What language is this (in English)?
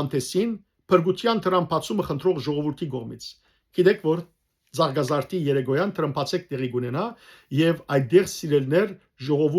Western Armenian